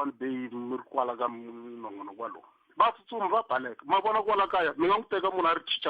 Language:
Tsonga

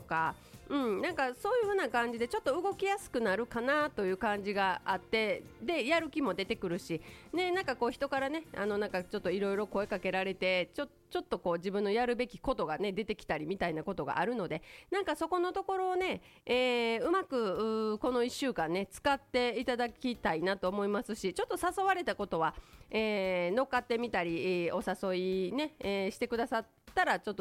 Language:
Japanese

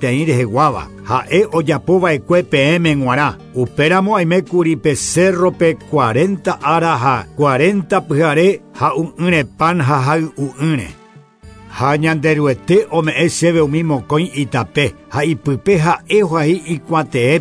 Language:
Guarani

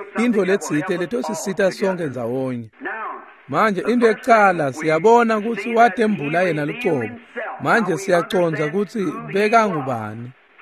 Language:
Swati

